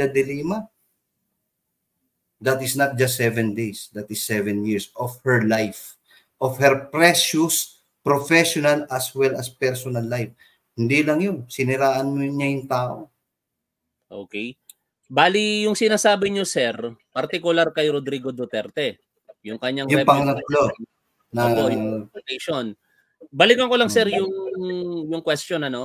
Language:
Filipino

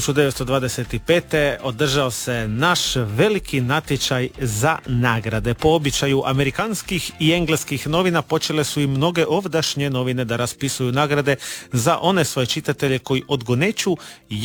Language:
Croatian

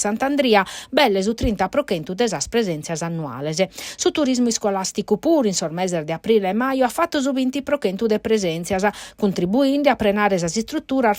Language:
Sardinian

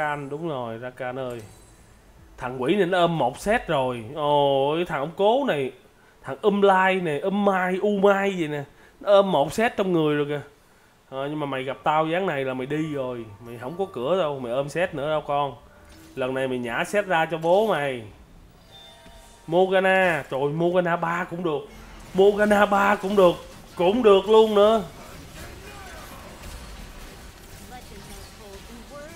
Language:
Vietnamese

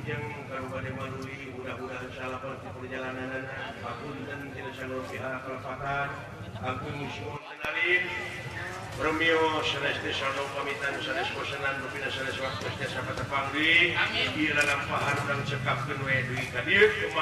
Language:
Sundanese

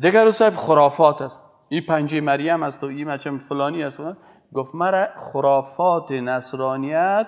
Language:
Persian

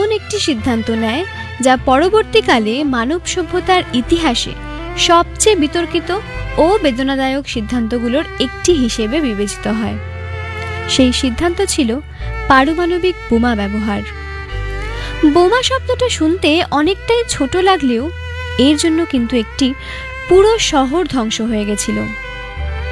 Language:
Bangla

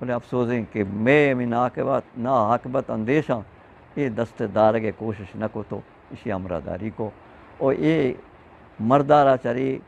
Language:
Eastern Balochi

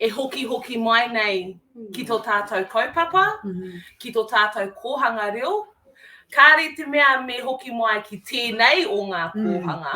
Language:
Māori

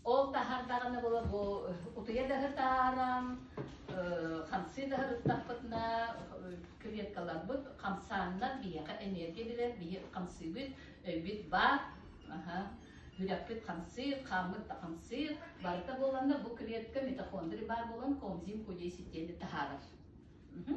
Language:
Yakut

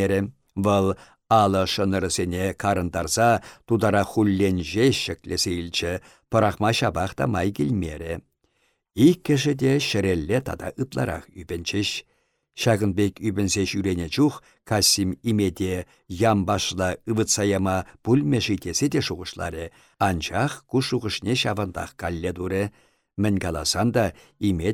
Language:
Chuvash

